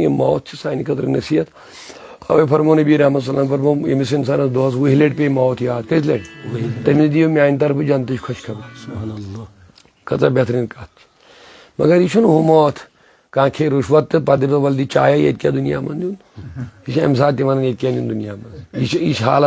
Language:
Kashmiri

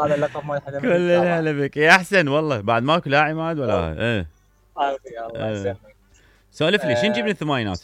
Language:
Mesopotamian Arabic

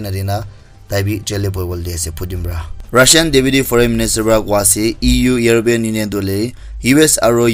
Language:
Naga Pidgin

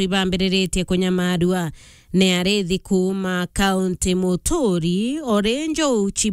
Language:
Meru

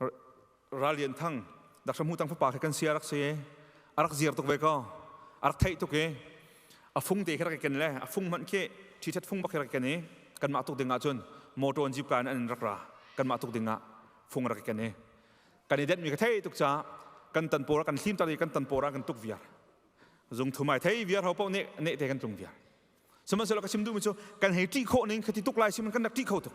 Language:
Hakha Chin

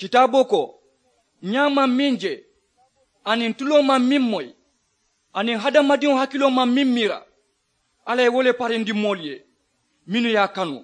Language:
Mandingo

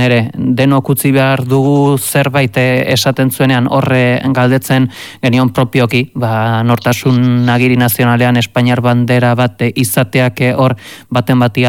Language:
Basque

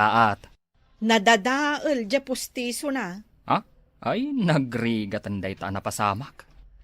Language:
Iloko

